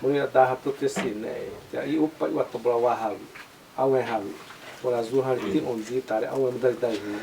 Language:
Xavánte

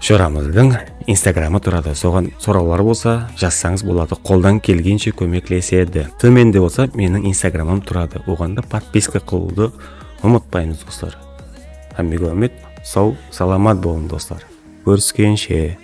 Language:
Kara-Kalpak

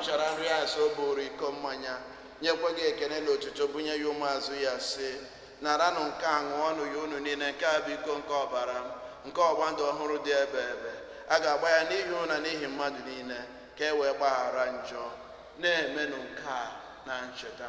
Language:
Igbo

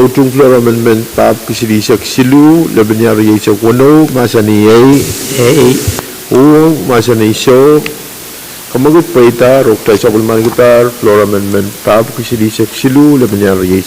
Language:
Pohnpeian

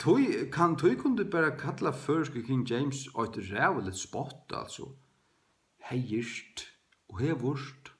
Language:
Faroese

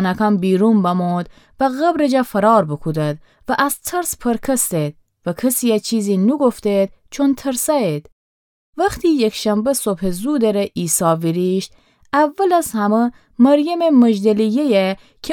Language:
Gilaki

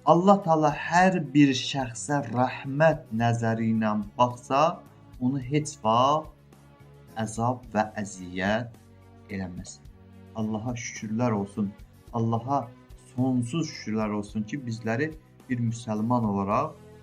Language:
Azerbaijani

